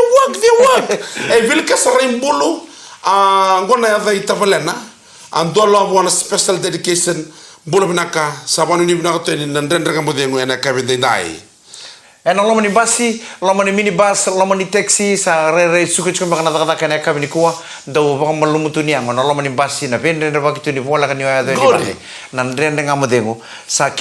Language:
Fijian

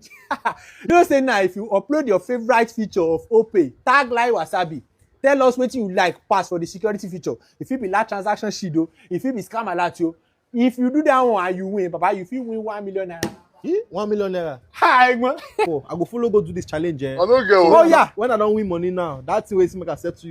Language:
Nigerian Pidgin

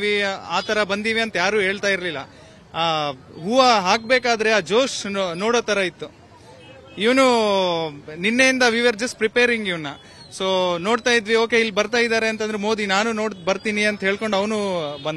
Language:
Kannada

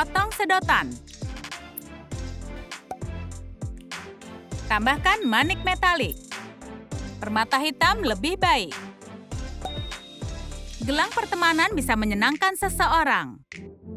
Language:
Indonesian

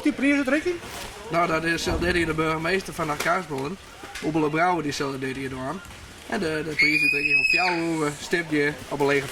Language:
Western Frisian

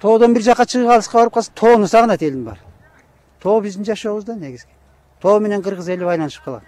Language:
Kyrgyz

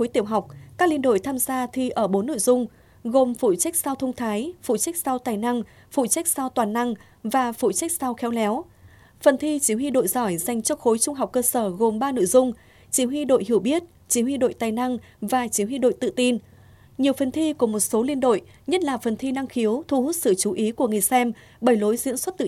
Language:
Vietnamese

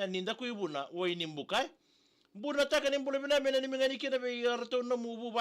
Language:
Fijian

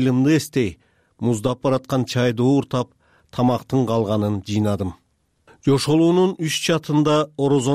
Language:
Kyrgyz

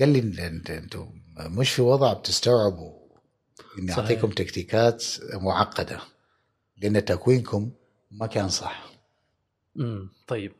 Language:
Gulf Arabic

